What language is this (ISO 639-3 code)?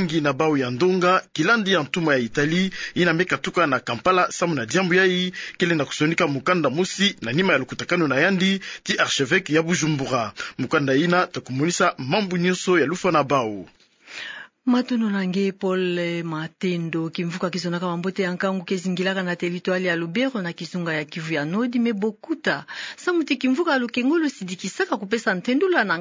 ktu